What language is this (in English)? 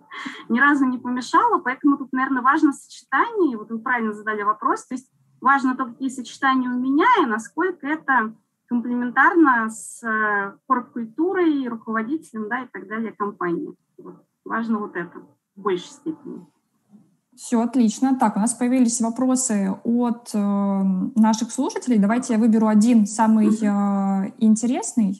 Russian